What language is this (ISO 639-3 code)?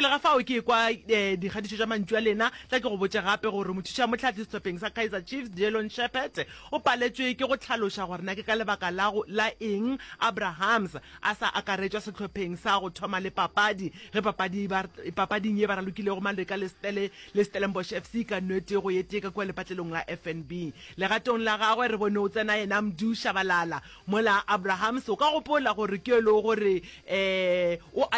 nso